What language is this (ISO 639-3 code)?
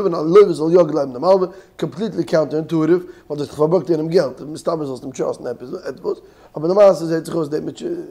yid